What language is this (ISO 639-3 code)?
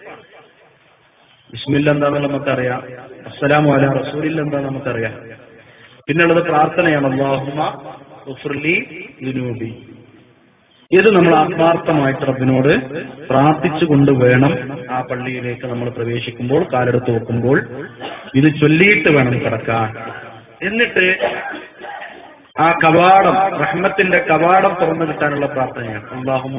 mal